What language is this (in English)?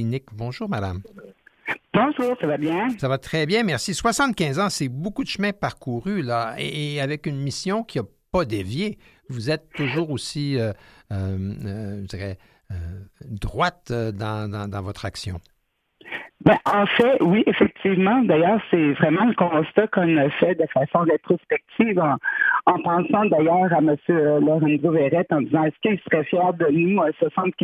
French